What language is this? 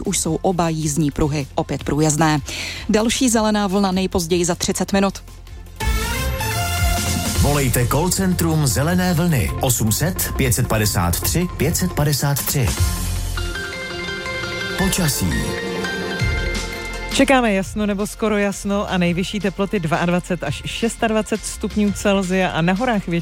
Czech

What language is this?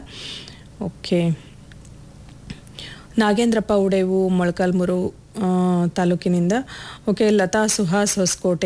Kannada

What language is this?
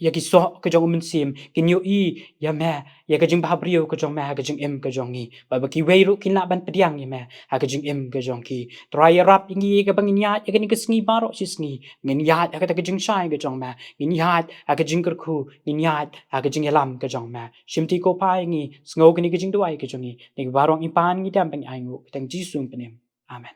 Khasi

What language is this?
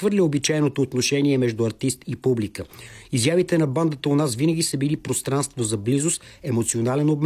Bulgarian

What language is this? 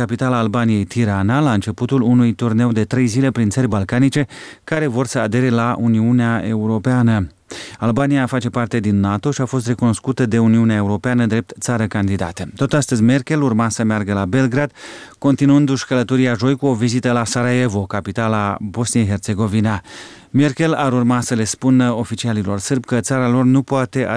Romanian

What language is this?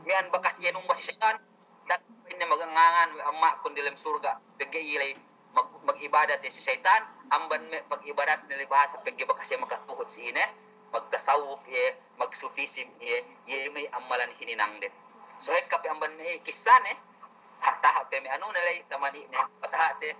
Yakan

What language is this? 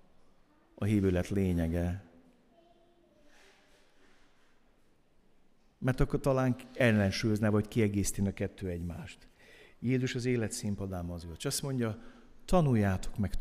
Hungarian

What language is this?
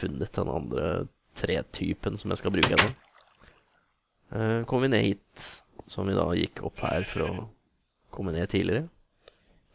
Norwegian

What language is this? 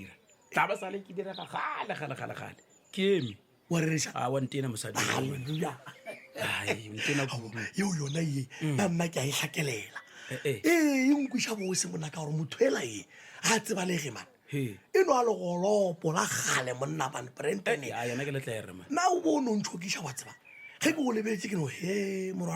Northern Sotho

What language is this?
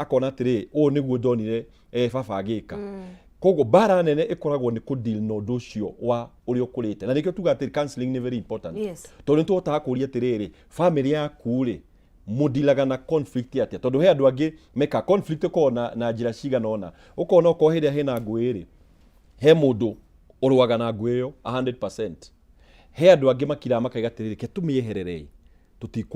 Kikuyu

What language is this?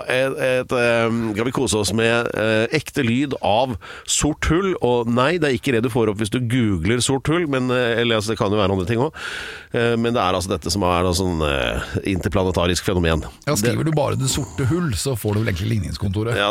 Norwegian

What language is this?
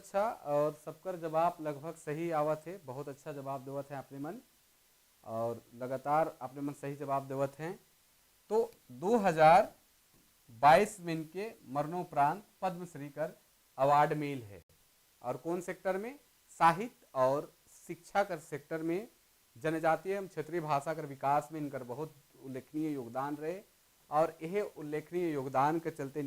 Sadri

